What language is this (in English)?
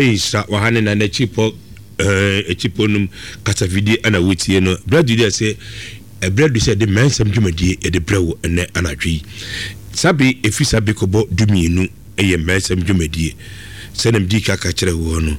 Akan